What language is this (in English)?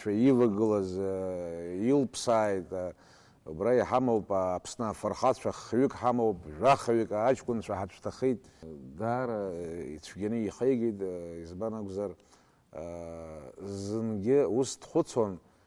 Abkhazian